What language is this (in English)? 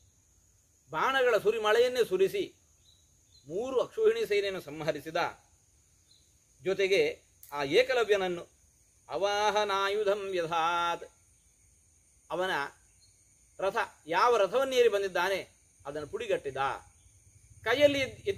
Kannada